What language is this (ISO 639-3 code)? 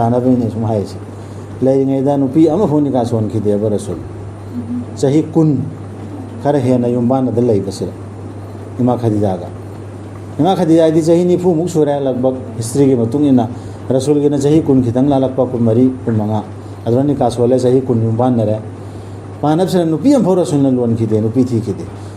mni